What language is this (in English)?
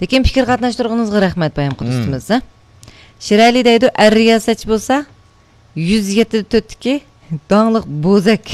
Uyghur